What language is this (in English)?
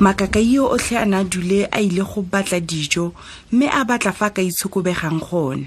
Tswana